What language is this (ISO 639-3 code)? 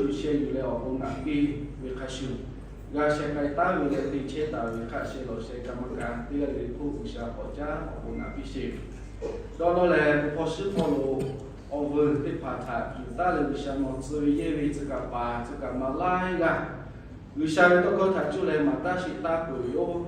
lhu